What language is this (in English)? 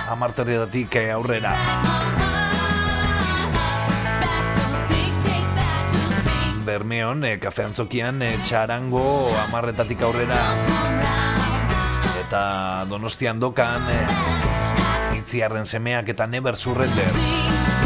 Basque